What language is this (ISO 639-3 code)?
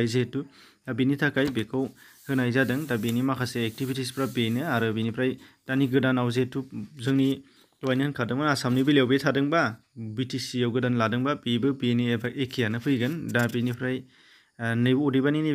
brx